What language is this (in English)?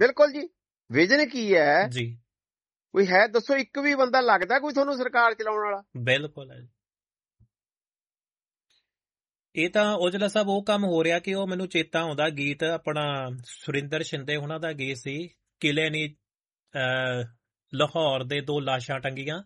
Punjabi